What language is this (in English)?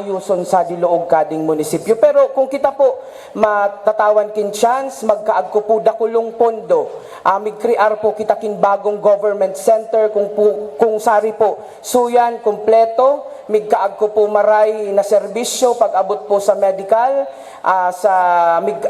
Bikol